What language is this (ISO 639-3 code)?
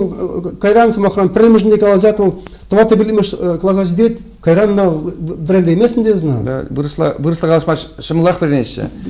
chv